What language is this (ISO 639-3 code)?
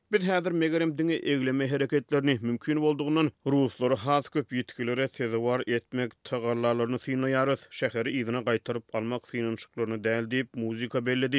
tuk